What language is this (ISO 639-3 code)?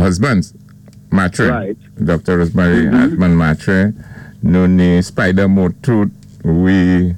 acf